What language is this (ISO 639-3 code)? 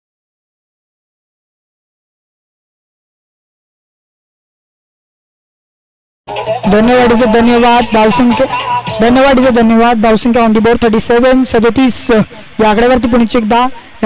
mar